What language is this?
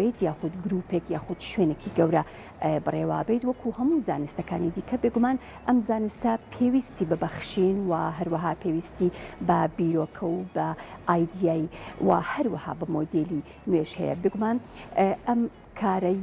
Central Kurdish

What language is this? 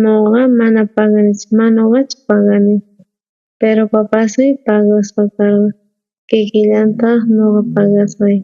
South Bolivian Quechua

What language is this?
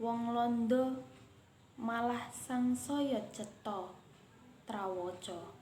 Javanese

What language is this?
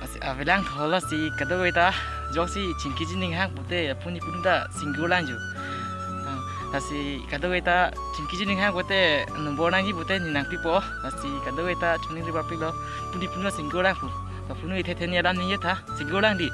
Karbi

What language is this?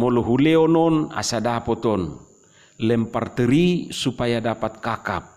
Batak Toba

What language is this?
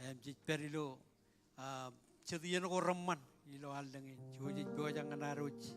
Marshallese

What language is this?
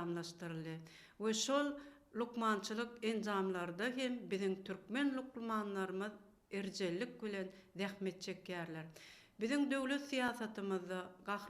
Turkmen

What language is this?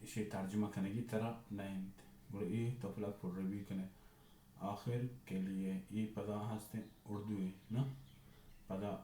Baluchi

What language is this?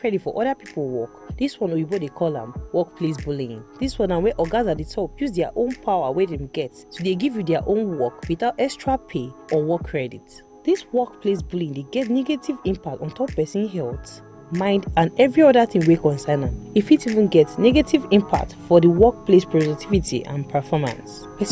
Nigerian Pidgin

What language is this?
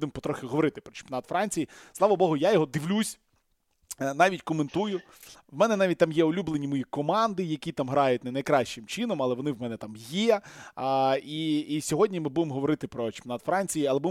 Ukrainian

